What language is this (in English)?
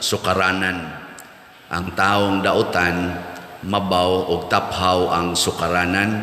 Cebuano